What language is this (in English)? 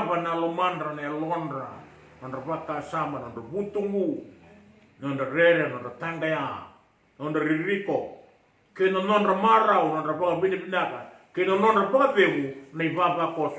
Fijian